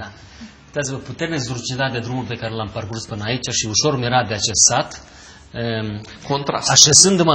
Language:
Romanian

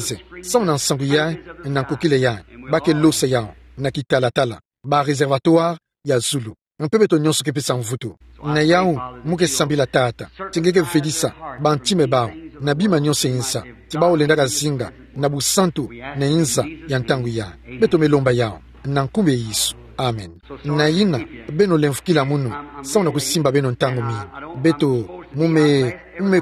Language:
Kituba (Democratic Republic of Congo)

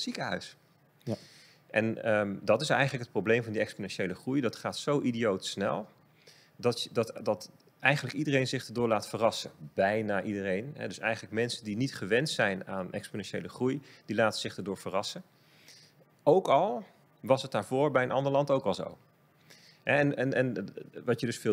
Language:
Dutch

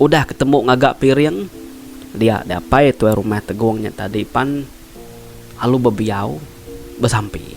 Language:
Iban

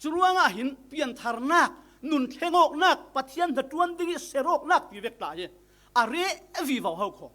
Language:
Falam Chin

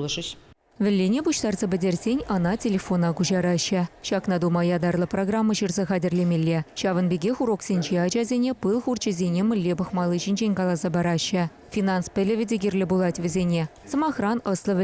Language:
Chuvash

